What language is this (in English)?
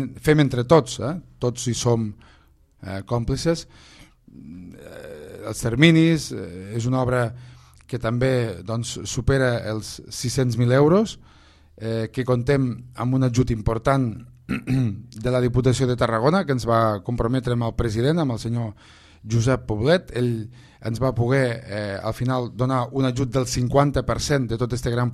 Catalan